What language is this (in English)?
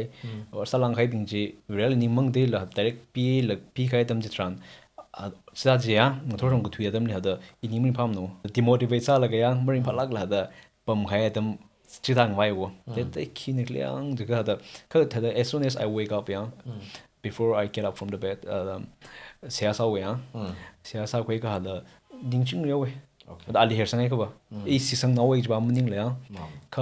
Tangkhul Naga (India)